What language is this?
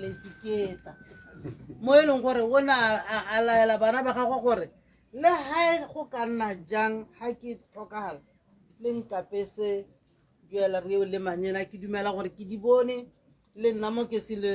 Tswana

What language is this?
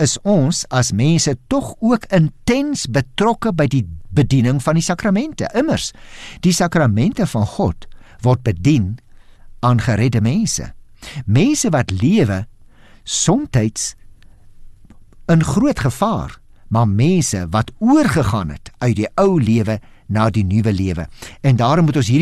Afrikaans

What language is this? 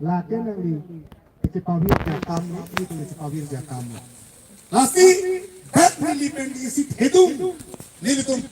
Karbi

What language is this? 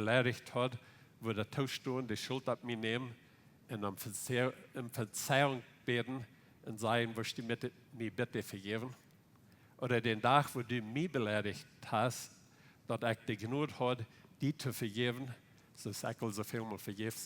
Plautdietsch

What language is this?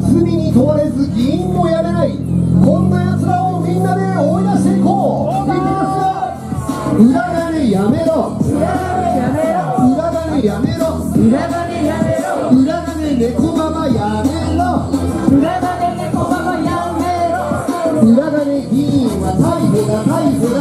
Japanese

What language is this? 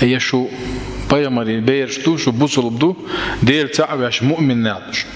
Chechen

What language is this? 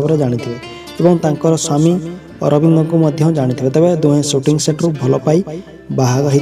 Odia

